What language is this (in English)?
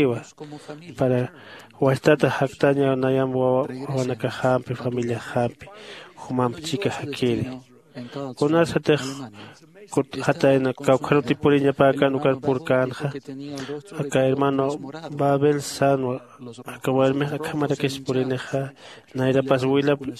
Aymara